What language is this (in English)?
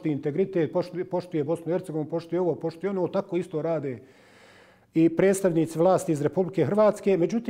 Bosnian